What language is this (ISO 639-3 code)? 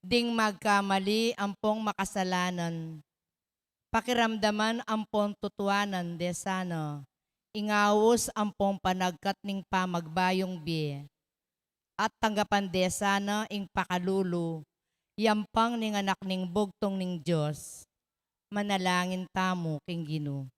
pam